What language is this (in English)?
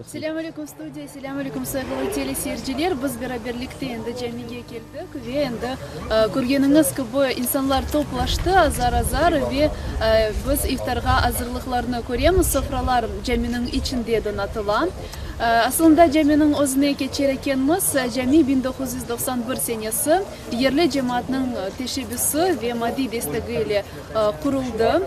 Crimean Tatar